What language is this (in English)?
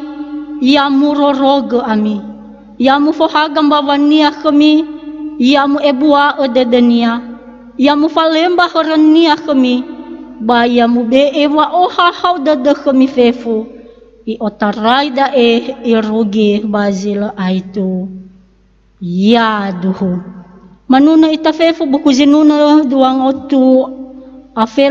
Nias